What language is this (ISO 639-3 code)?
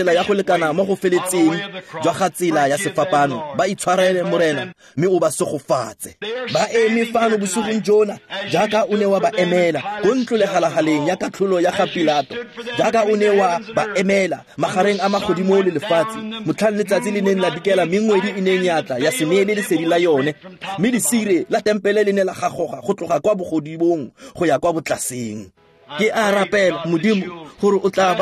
tsn